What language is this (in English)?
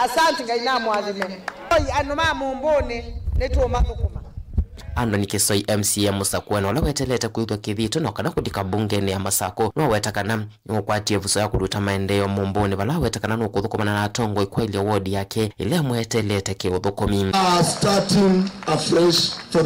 Kamba